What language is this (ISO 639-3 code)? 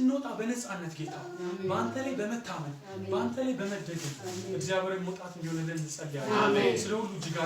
amh